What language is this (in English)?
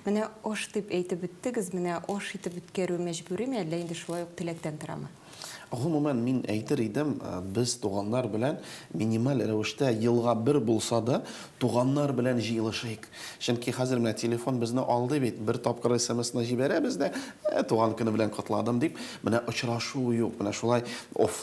Tatar